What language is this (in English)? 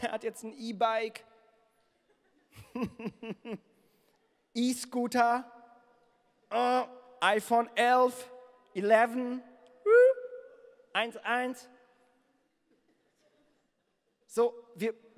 German